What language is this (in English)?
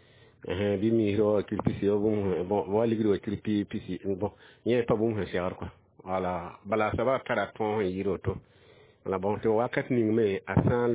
Mossi